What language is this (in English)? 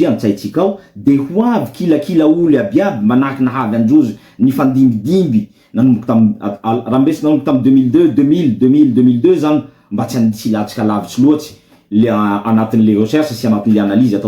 Malagasy